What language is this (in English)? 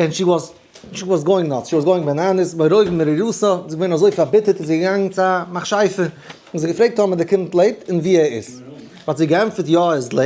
Yiddish